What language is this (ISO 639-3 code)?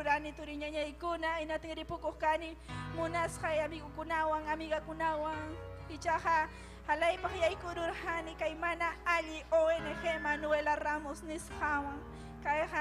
quy